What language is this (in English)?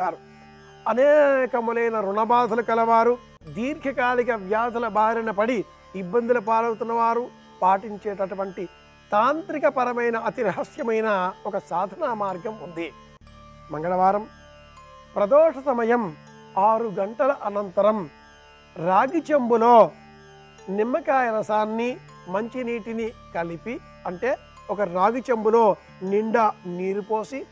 Telugu